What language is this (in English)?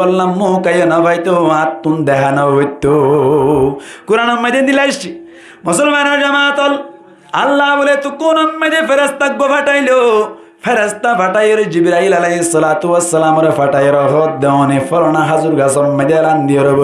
Rohingya